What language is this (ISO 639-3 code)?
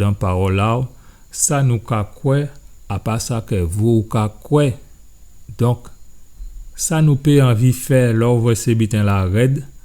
gcf